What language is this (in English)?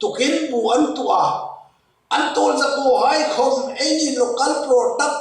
Hmar